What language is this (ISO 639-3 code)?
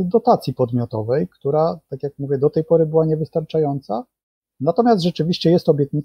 pol